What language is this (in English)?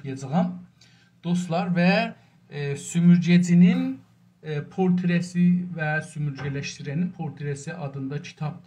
South Azerbaijani